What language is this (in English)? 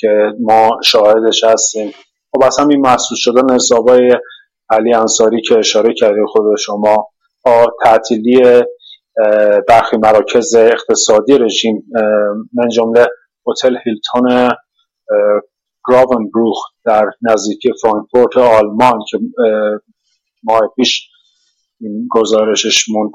Persian